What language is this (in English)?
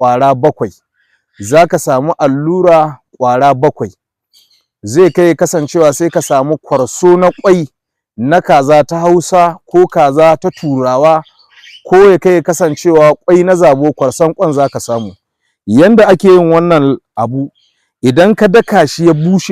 Hausa